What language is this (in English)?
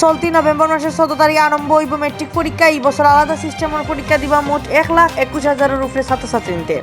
Sylheti